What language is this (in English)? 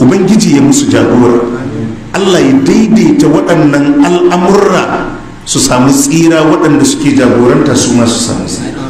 Hausa